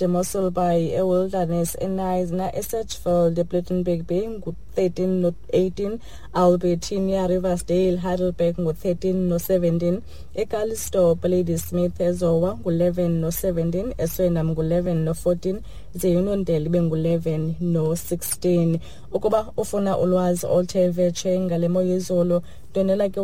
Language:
Xhosa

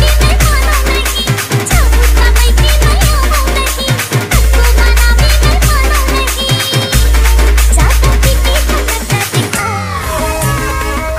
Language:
Chhattisgarhi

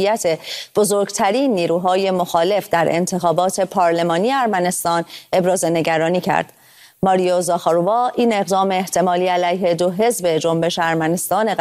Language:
Persian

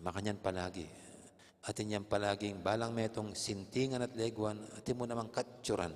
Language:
Pampanga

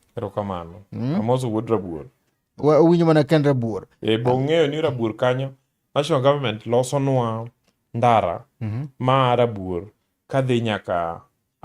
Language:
Luo (Kenya and Tanzania)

